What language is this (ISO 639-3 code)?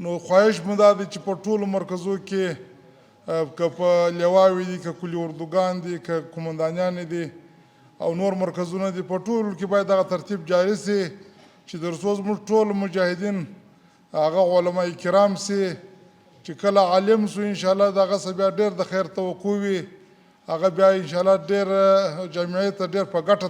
pus